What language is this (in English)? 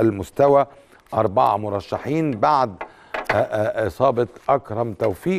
Egyptian Arabic